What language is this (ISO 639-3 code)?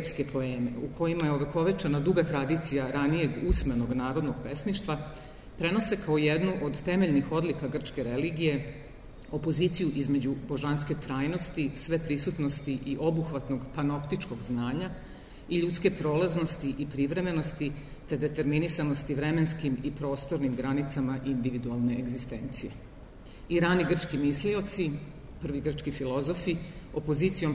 srp